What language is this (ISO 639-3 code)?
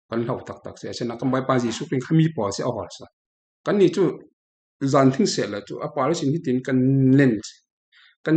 cfm